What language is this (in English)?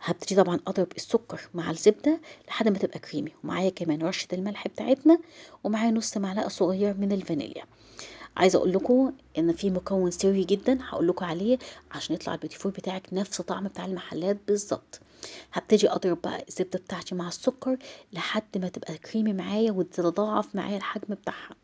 Egyptian Arabic